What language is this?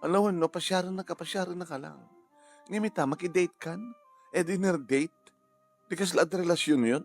Iloko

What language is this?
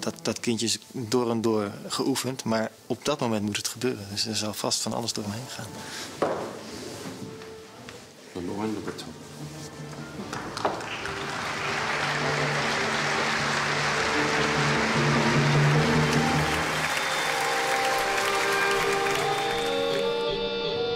Dutch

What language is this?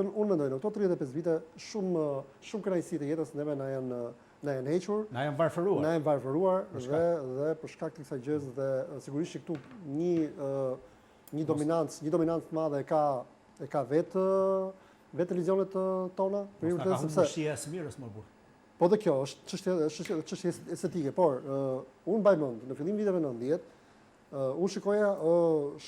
Albanian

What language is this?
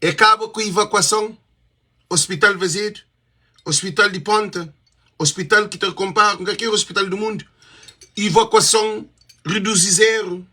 Kabuverdianu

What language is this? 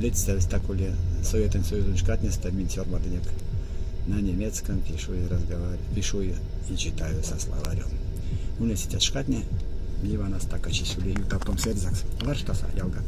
Erzya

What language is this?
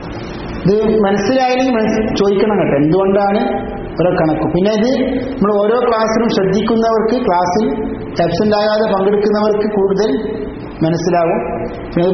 Malayalam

